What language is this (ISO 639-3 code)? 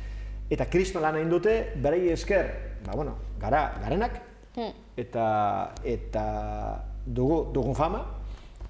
eus